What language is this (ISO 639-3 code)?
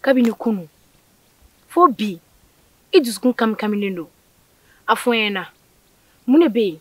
bam